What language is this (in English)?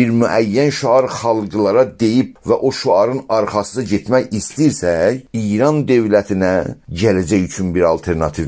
South Azerbaijani